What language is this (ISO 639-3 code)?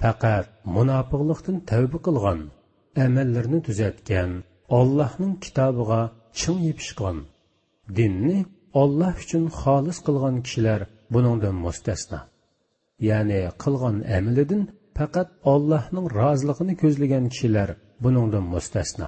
uig